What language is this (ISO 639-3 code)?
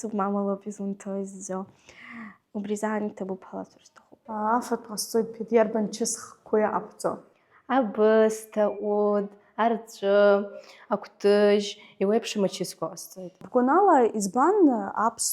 abk